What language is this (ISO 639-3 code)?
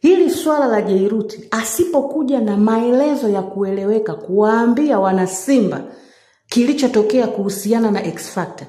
swa